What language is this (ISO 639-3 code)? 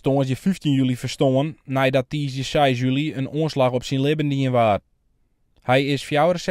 fry